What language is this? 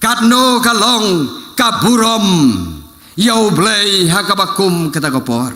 Khasi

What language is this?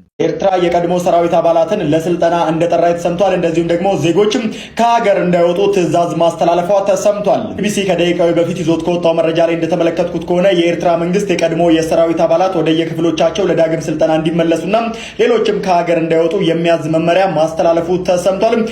Amharic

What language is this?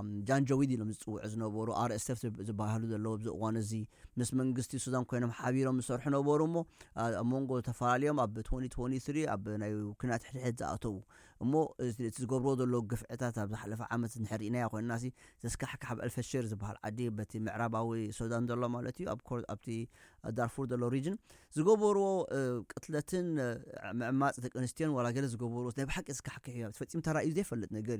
Tigrinya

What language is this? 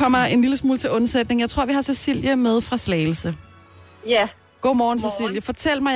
Danish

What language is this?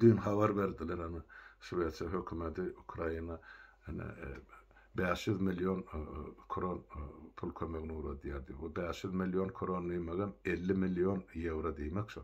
Turkmen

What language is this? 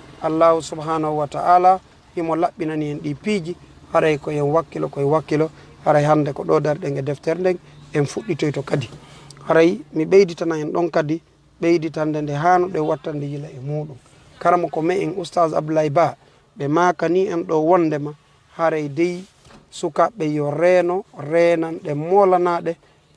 Fula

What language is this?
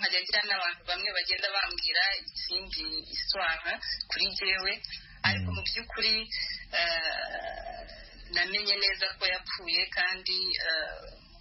Kinyarwanda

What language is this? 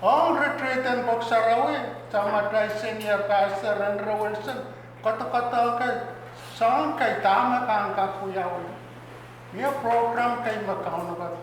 Pohnpeian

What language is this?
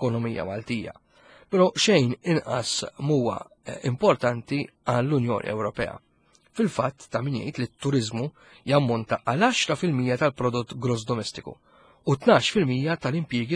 Maltese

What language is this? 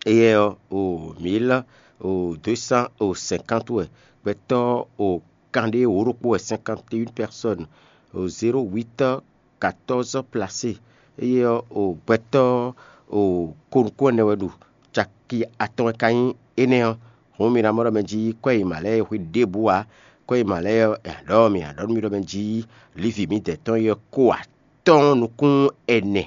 Fon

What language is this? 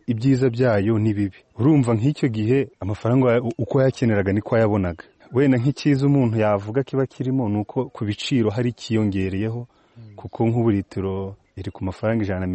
Kinyarwanda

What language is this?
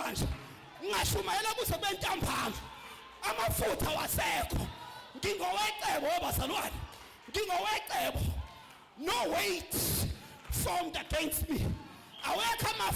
Zulu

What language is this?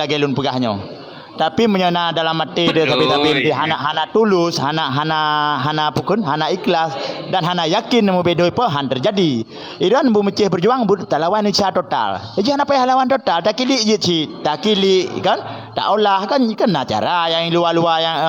Achinese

